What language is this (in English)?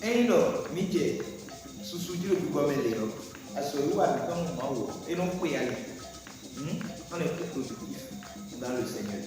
Fon